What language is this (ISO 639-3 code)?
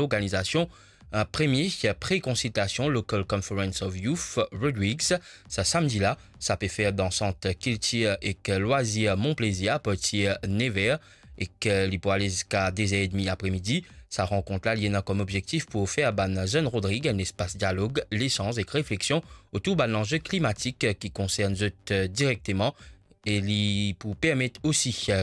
mfe